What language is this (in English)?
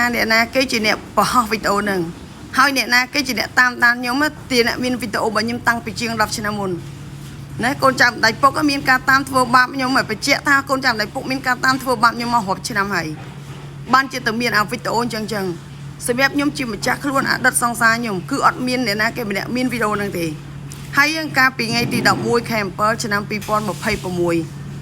Khmer